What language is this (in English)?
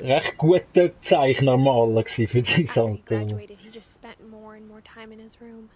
Swiss German